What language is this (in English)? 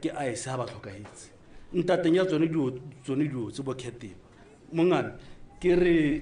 Tswana